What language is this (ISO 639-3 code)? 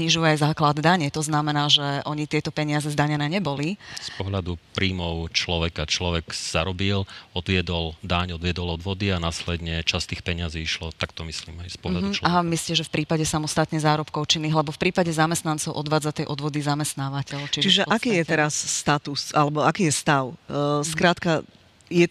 slk